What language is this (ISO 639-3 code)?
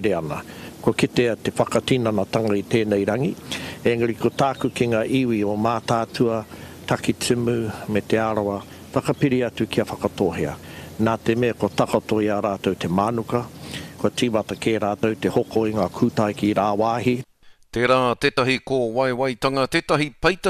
mri